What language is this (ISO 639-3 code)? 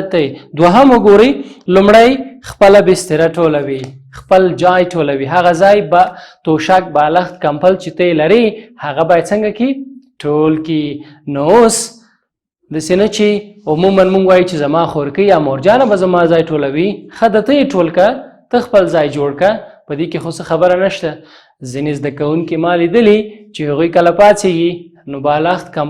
pus